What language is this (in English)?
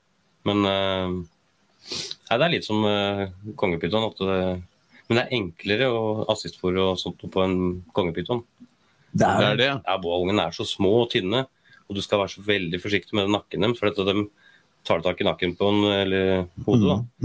Norwegian